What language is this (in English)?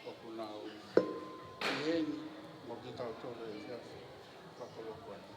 Tongan